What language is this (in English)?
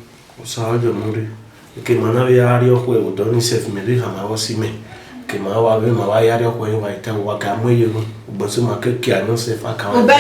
Bini